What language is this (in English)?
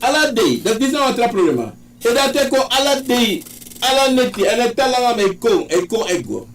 Sranan Tongo